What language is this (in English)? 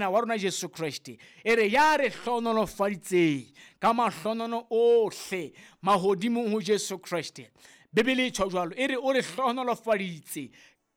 Southern Sotho